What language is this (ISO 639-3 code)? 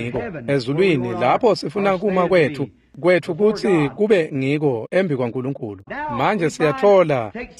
ssw